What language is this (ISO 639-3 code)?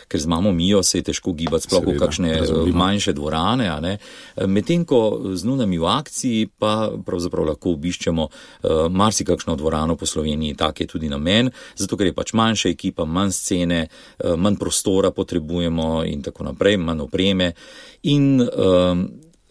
slv